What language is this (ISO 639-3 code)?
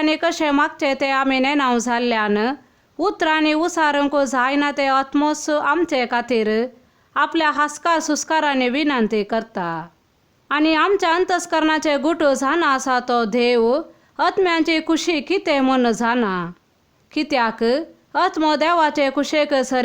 kok